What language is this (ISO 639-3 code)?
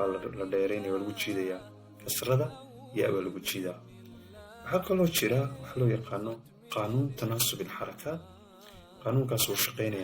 som